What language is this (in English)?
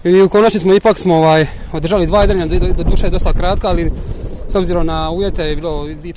Croatian